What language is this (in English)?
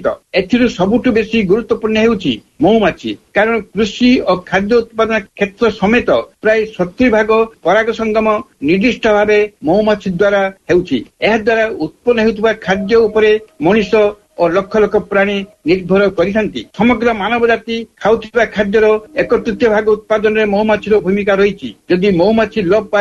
Odia